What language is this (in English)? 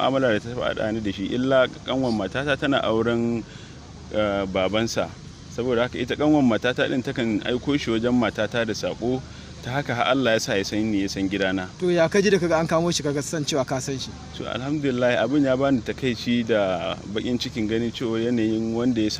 Hausa